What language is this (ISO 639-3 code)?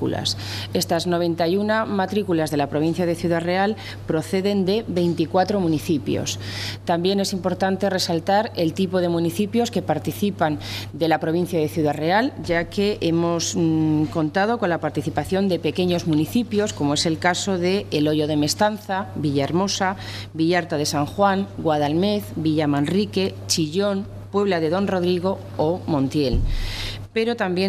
spa